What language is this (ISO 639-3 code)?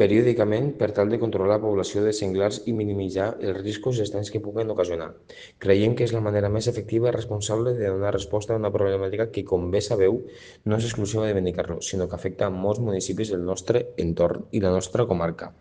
cat